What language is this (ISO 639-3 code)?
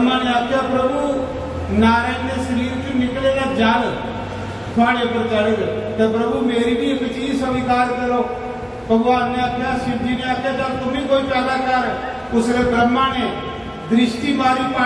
doi